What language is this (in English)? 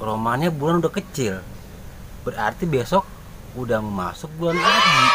Betawi